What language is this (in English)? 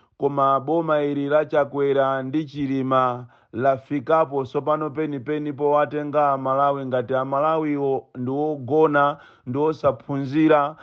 Nyanja